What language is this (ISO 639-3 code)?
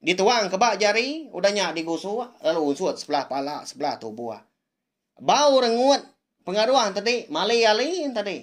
iba